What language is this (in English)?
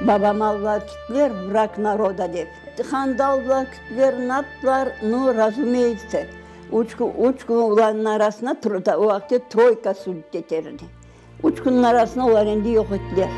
Crimean Tatar